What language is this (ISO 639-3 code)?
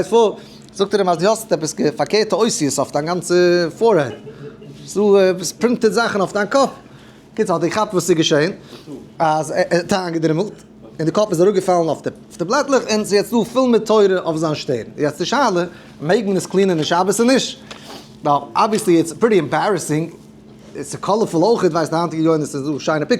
yid